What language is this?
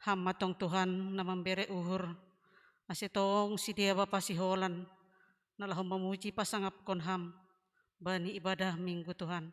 Batak Simalungun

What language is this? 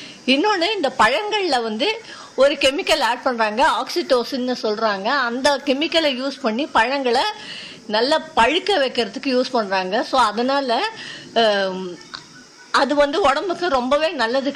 Tamil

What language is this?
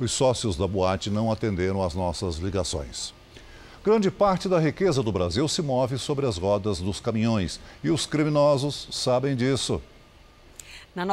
Portuguese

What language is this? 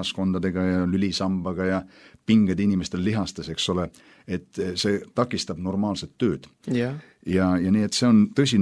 Estonian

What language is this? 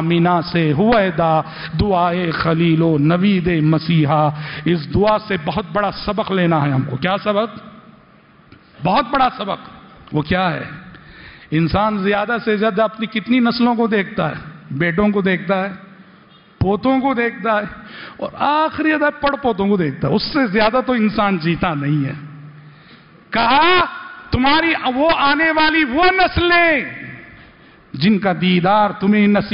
Urdu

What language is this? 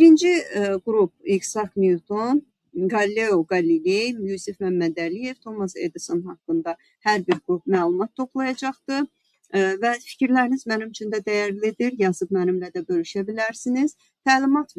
Azerbaijani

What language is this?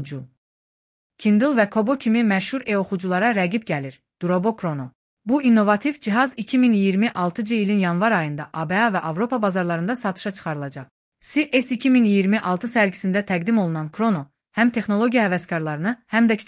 Azerbaijani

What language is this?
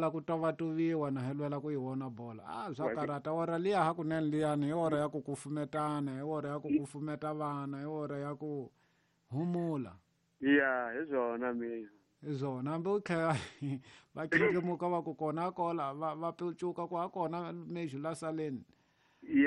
Tsonga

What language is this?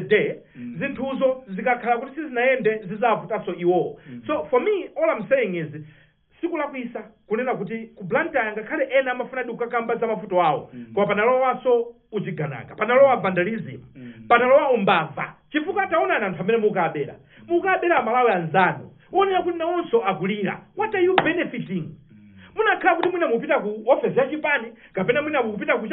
Nyanja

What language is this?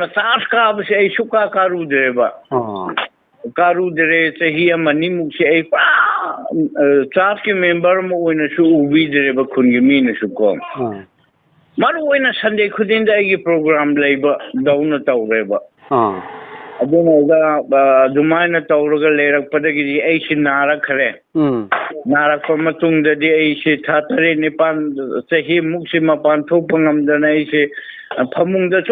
Manipuri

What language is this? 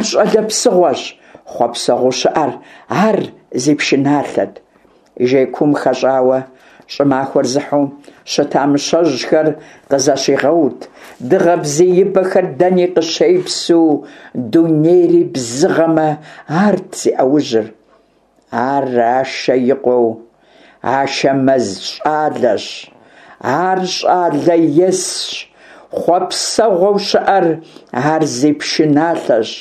Kabardian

